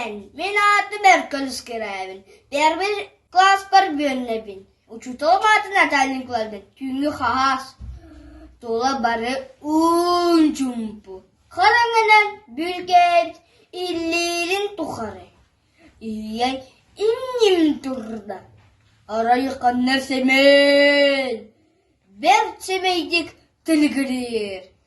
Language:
Yakut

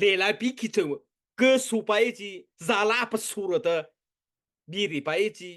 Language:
Mara Chin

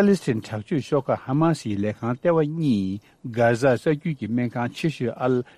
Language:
Tibetan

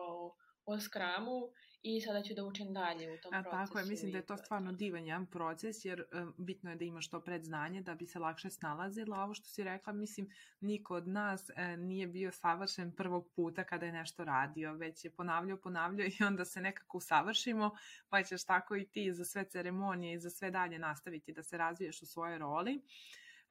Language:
Serbian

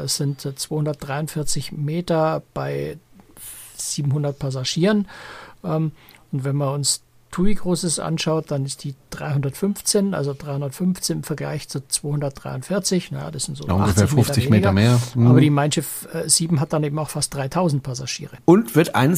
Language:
German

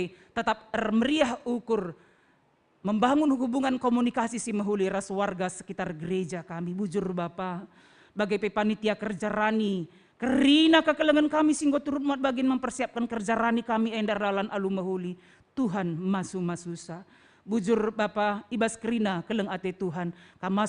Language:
Batak Karo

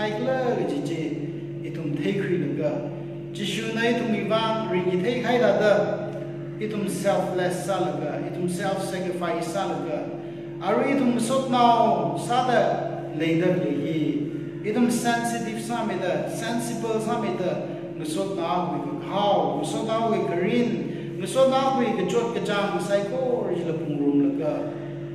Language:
Tangkhul Naga (India)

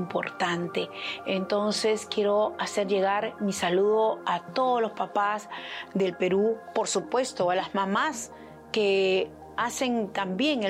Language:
Spanish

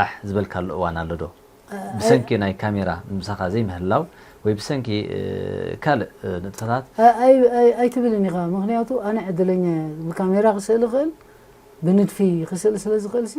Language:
Tigrinya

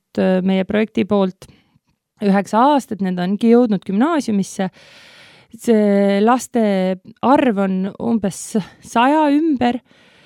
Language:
Estonian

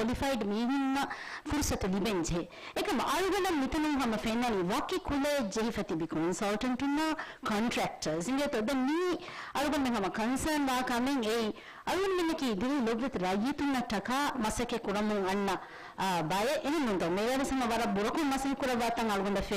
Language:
Divehi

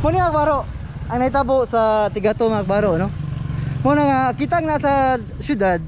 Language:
Cebuano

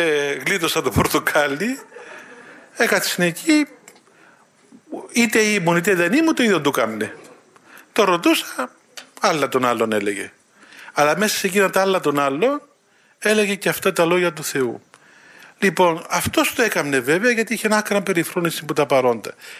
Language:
Greek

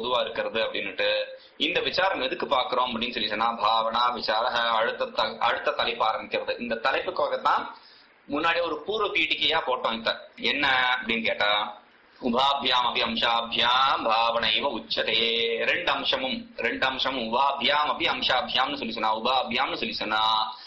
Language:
Tamil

